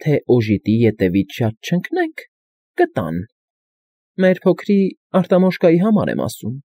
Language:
Armenian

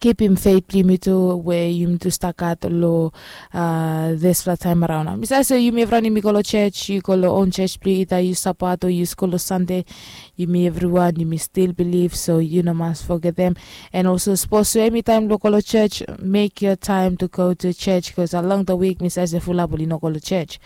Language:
Bislama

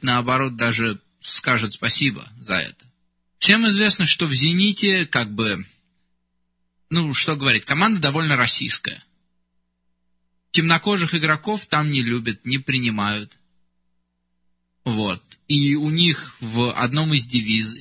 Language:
Russian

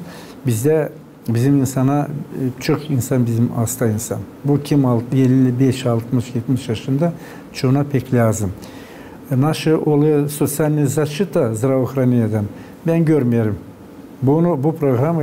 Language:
Gagauz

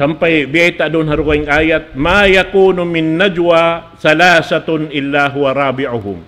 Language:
Tausug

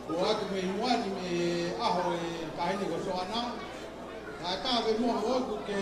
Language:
Tongan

